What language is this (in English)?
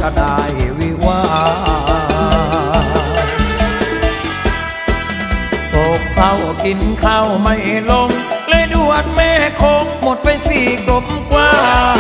Thai